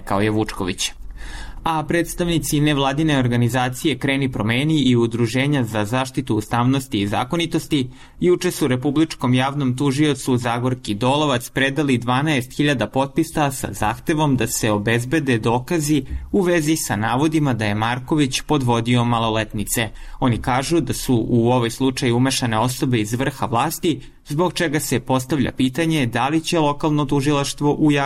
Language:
Serbian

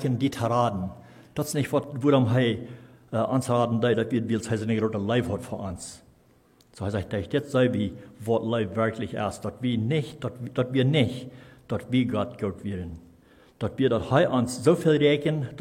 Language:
Plautdietsch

